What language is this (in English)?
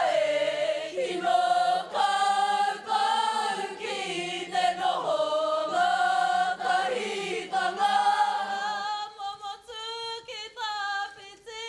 Māori